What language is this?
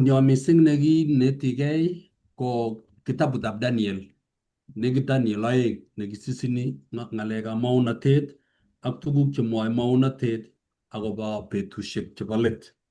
Kalenjin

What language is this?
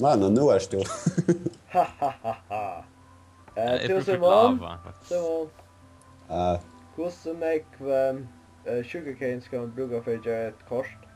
Faroese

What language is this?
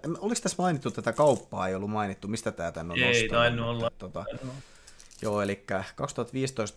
Finnish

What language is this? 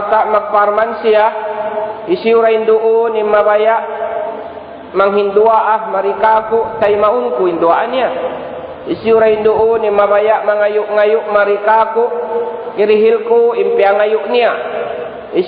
Tausug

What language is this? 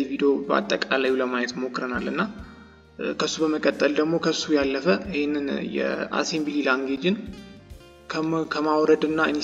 Amharic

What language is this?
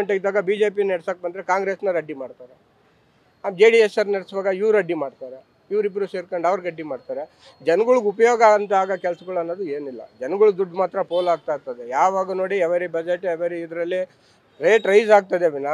Kannada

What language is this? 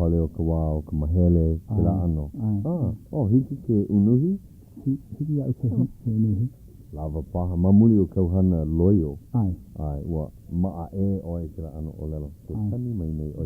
Hawaiian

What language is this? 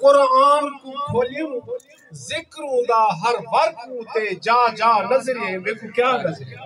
Saraiki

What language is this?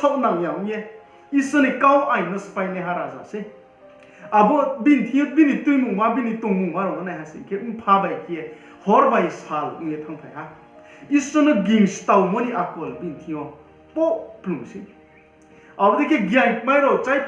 Riang (India)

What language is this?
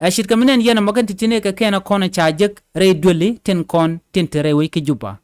Nuer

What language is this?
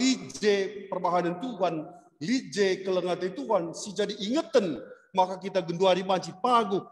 Batak Karo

